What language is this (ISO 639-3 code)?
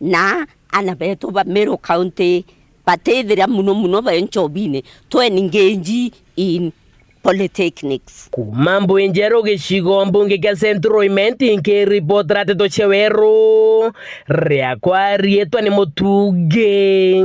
mer